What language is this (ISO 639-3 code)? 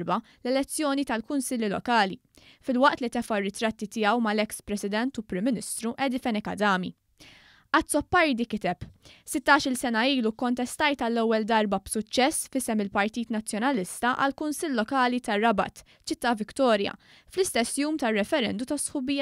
mlt